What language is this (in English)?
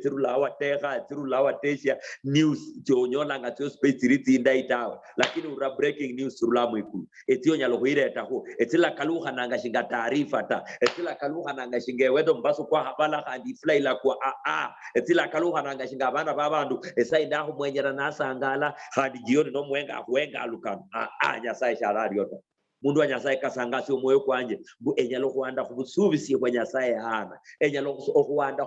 Luyia